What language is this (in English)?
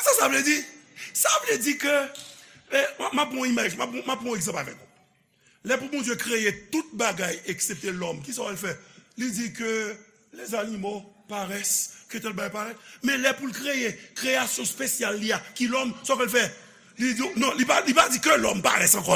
Haitian Creole